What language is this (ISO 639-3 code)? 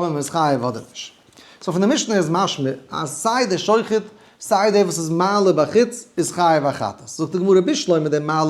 yid